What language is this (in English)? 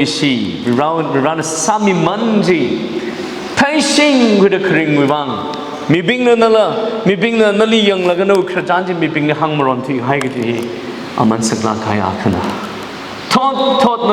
Tangkhul Naga (India)